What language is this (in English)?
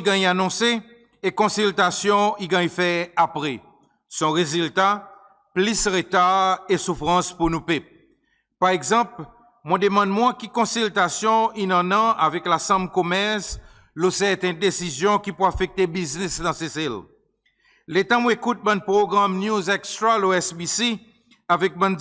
Seselwa Creole French